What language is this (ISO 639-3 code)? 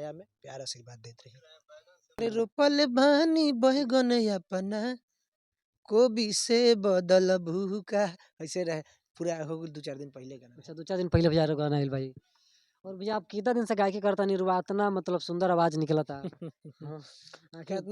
bho